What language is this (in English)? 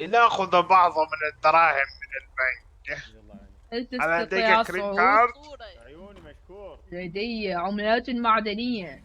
Mesopotamian Arabic